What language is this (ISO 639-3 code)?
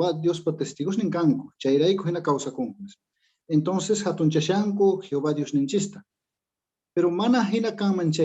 que